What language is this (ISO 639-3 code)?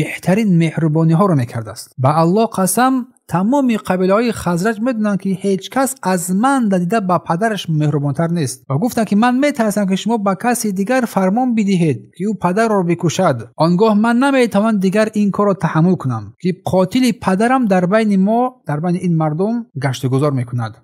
tgk